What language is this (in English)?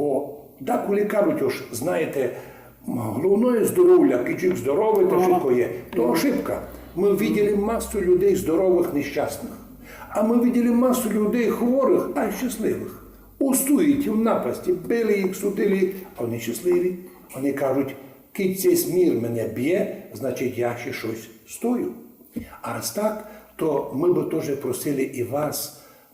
Rusyn